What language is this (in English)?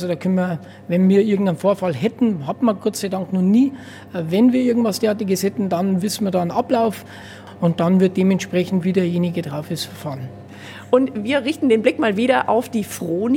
German